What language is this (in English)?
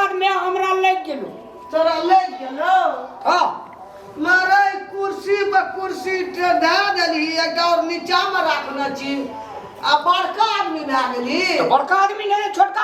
Maithili